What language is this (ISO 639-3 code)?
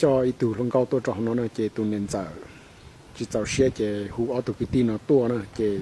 hmn